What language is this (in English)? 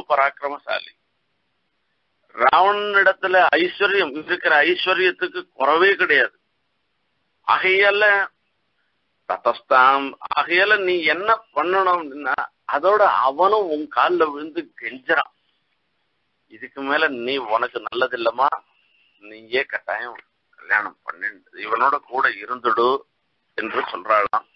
Tamil